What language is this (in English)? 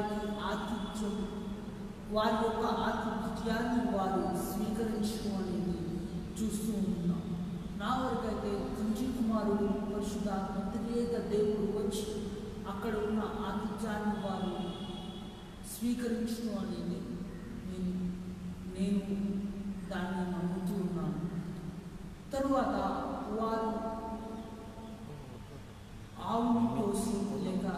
Telugu